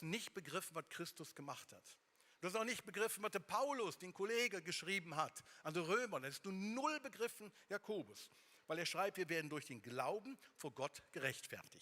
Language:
Swiss German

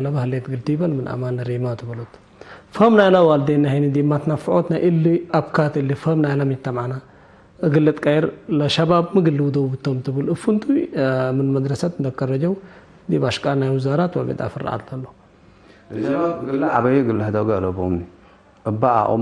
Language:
Tigre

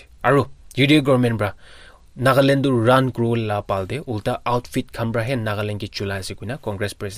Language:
Naga Pidgin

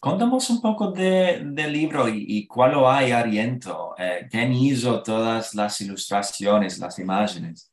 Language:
Ladino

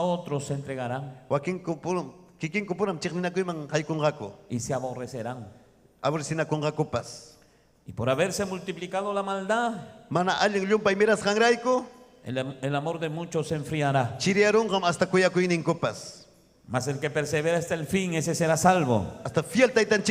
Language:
Ayacucho Quechua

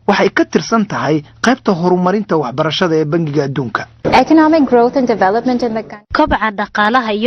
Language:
Somali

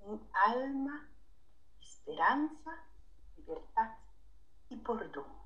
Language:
Papiamento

